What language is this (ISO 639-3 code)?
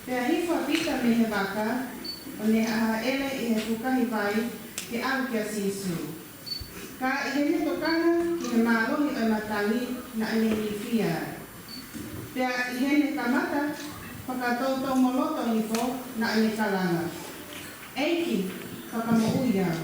ton